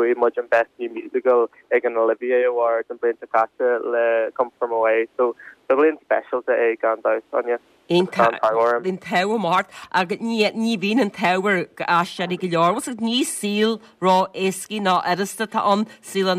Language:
Irish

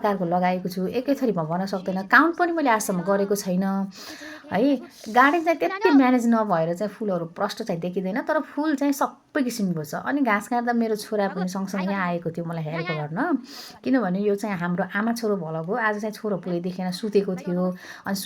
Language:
Nepali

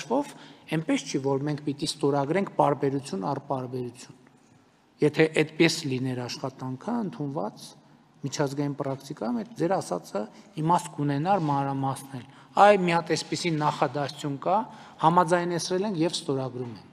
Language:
Armenian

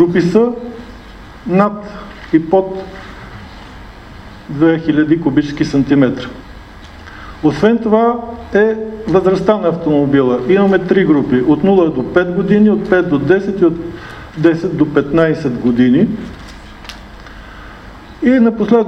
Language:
Bulgarian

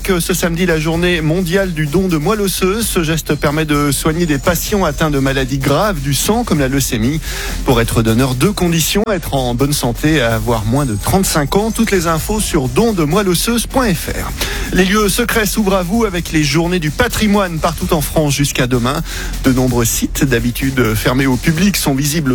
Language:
French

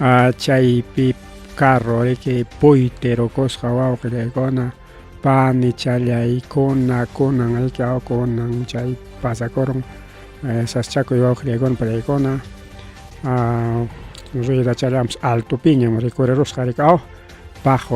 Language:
Ayacucho Quechua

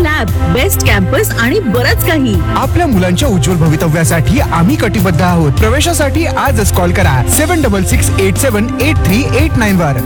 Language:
Marathi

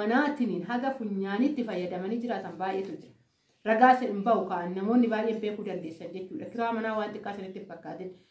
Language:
Oromo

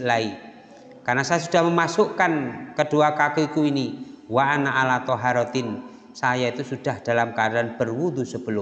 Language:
Indonesian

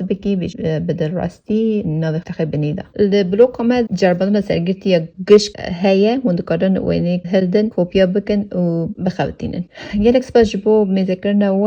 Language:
Kurdish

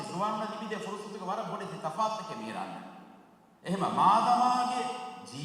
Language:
Divehi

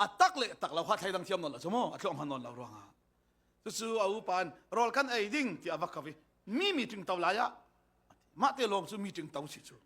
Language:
Falam Chin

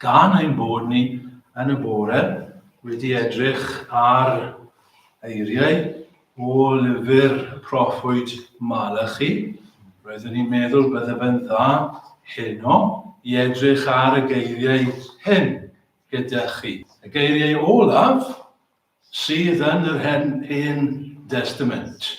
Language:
Welsh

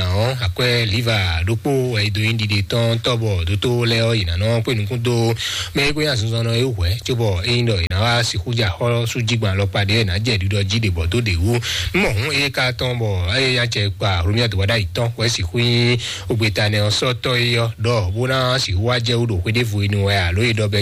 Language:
Fon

